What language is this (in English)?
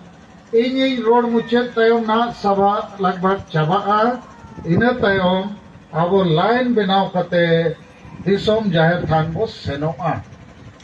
Santali